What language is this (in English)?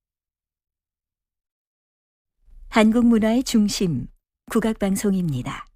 Korean